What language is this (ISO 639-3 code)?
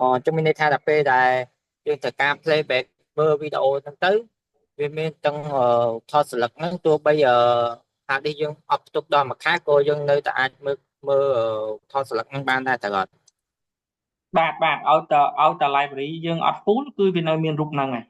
khm